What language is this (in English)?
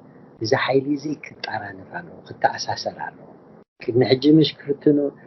Tigrinya